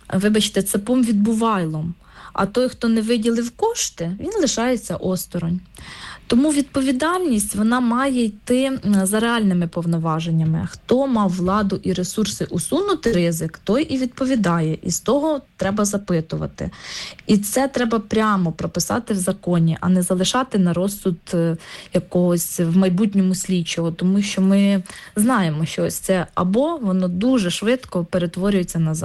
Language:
Ukrainian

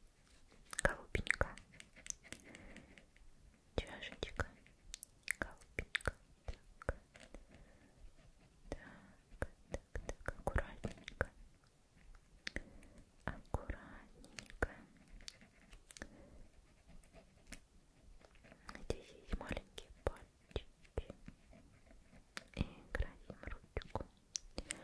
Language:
Russian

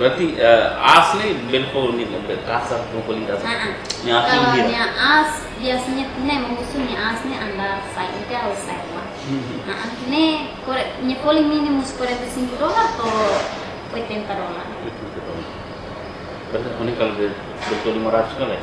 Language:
Tetum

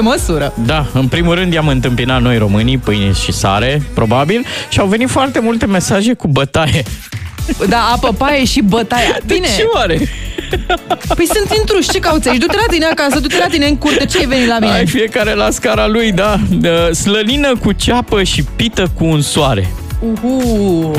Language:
Romanian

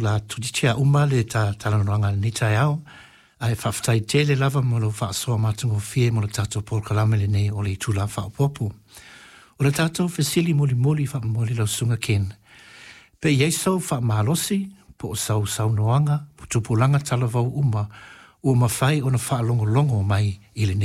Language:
Samoan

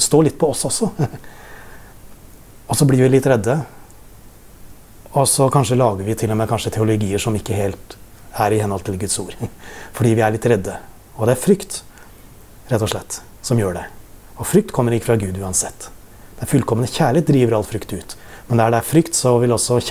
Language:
Norwegian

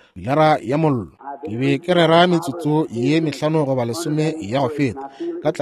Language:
Northern Sotho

